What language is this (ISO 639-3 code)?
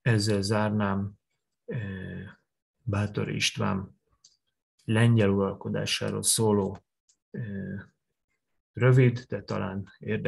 hun